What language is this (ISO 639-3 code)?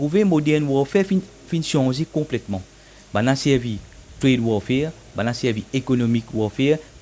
mfe